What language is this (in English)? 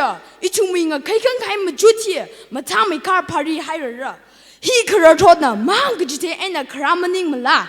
Tangkhul Naga (India)